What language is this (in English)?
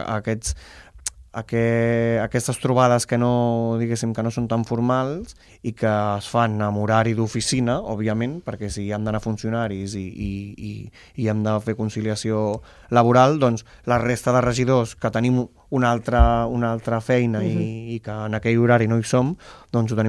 Catalan